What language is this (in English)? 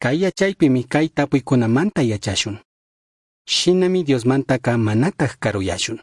Chimborazo Highland Quichua